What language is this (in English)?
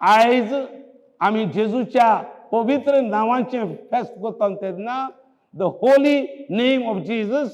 Konkani